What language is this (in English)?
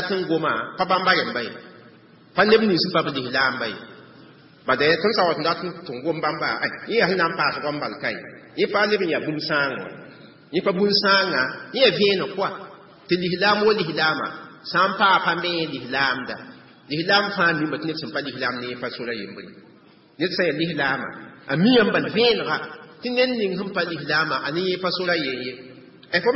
Mossi